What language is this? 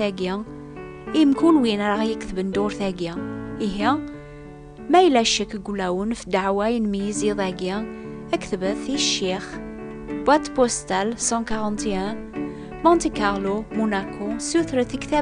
Kabyle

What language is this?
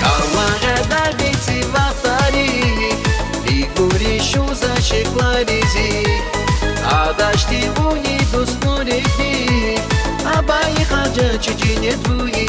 Tabassaran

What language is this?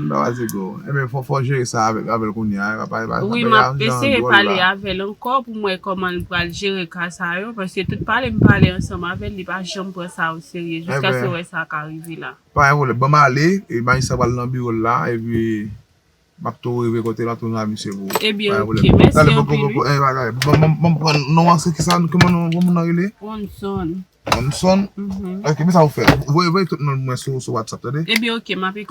Haitian Creole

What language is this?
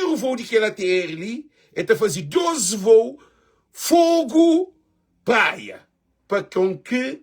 Kabuverdianu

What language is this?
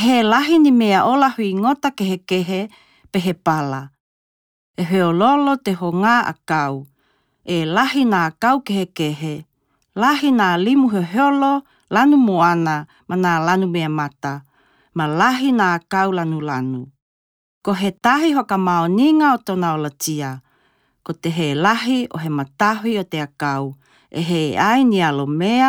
Tokelau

